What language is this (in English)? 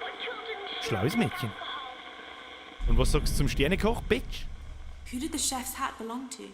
Bavarian